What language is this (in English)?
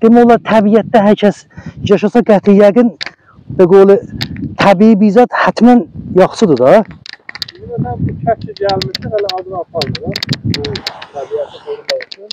South Azerbaijani